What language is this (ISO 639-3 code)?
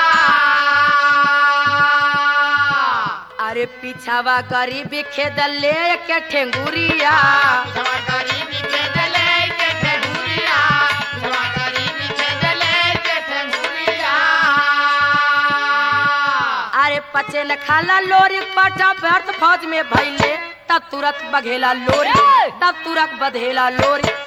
bho